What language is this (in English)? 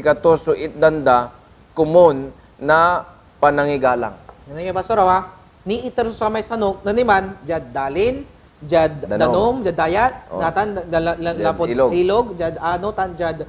Pangasinan